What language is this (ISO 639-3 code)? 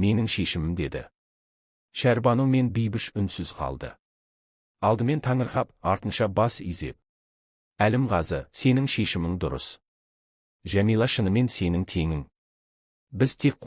kaz